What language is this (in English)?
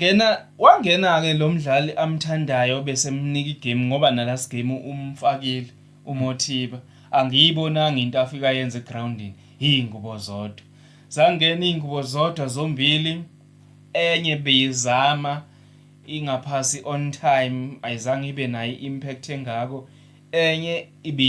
Zulu